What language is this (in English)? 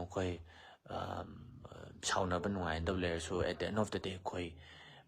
Manipuri